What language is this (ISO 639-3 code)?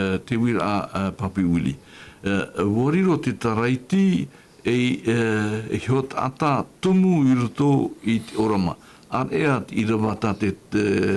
tah